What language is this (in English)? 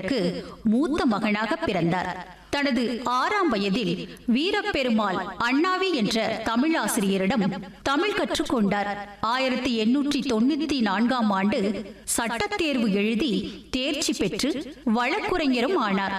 Tamil